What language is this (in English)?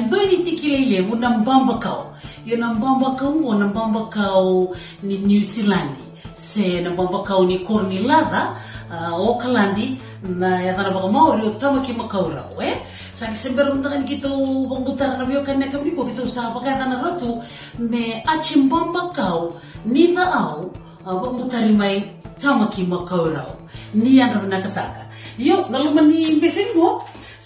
Fijian